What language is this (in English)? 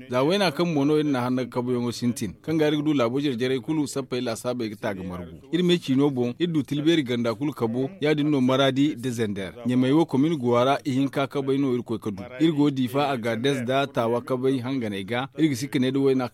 Zarma